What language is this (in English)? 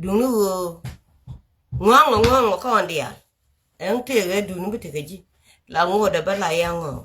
Nuer